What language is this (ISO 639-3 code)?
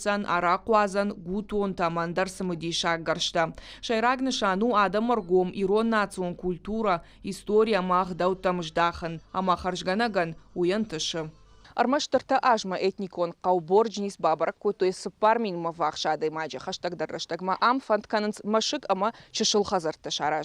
oss